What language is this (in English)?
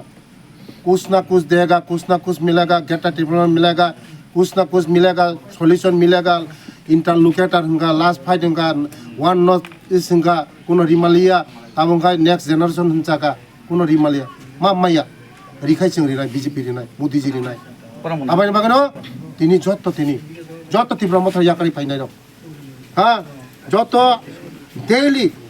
Kok Borok